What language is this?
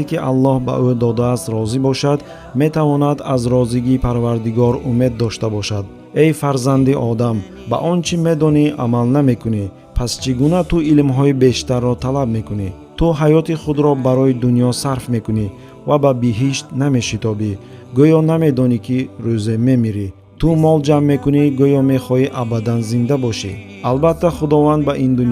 Tajik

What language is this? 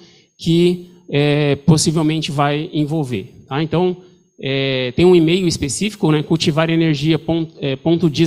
Portuguese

